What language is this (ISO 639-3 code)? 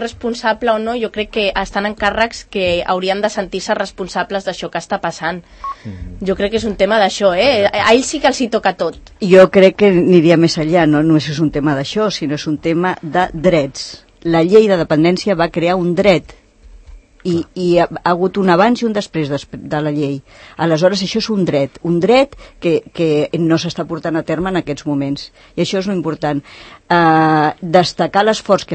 cat